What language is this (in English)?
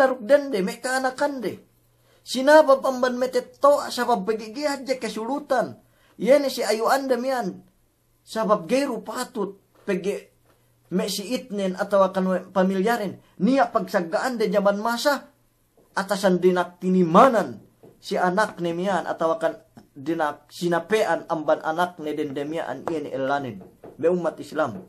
Yakan